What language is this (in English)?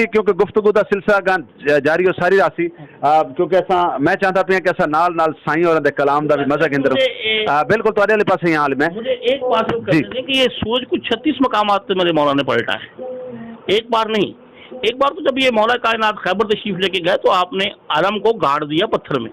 Saraiki